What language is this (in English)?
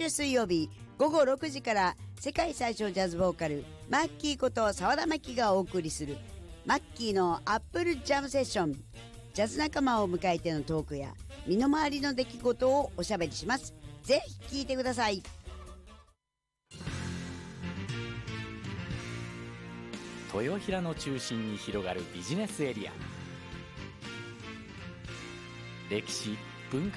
Japanese